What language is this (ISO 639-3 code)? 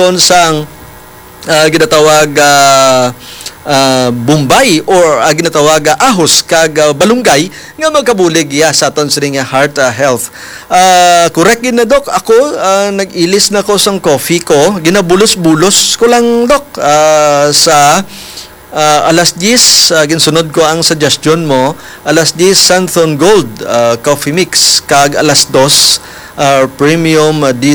hil